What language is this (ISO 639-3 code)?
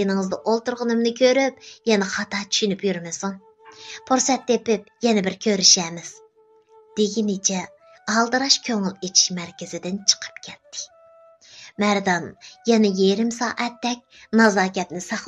uig